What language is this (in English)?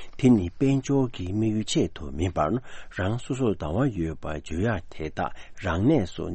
Tibetan